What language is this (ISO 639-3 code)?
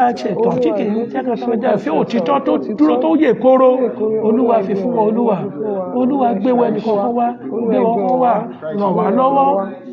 yor